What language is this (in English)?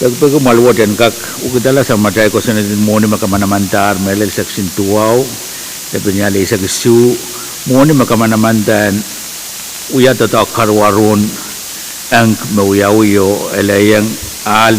Pohnpeian